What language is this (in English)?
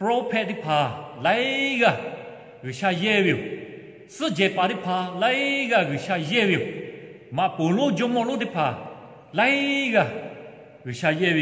Lahu